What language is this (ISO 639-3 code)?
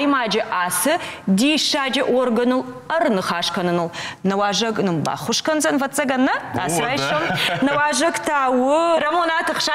oss